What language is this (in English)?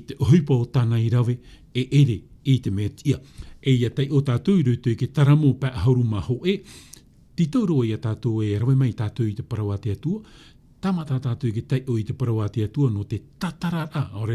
Tahitian